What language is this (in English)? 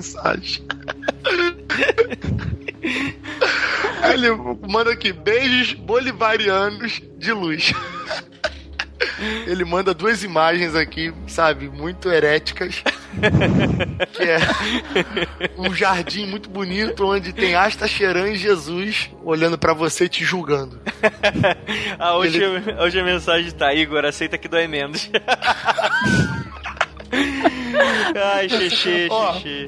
Portuguese